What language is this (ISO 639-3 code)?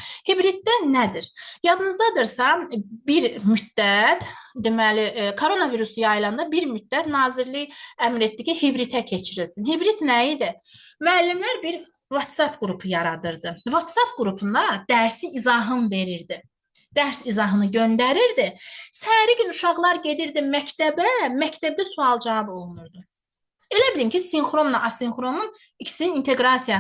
aze